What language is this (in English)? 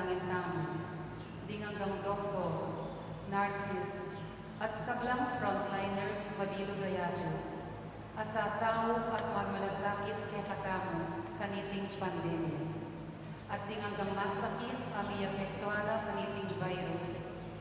Pampanga